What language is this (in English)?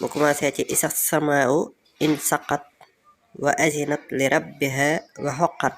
Wolof